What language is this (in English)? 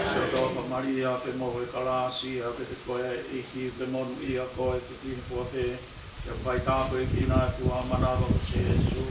Tongan